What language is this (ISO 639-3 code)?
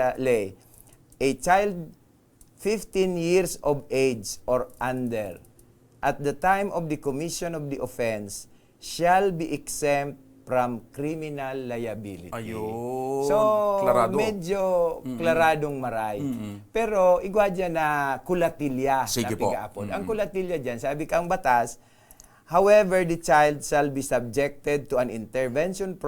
bik